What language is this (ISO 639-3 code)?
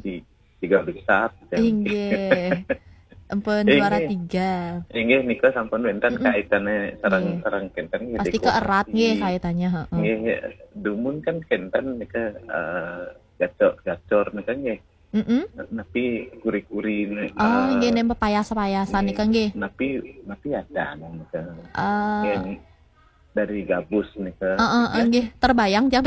ban